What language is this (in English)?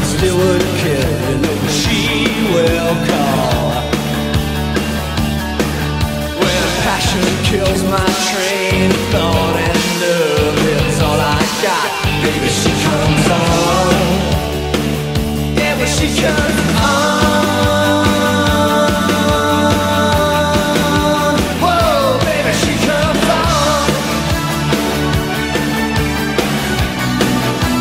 English